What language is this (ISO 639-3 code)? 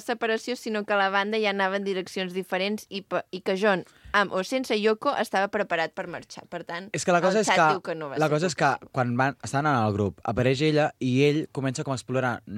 cat